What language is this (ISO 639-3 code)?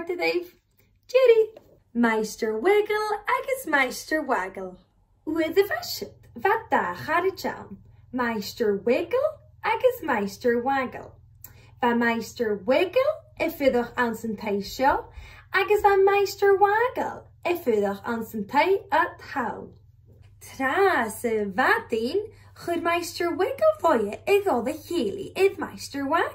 gla